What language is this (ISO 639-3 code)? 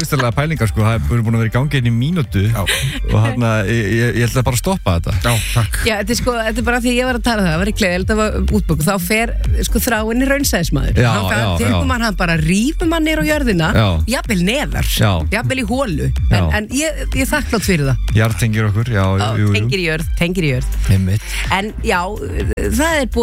isl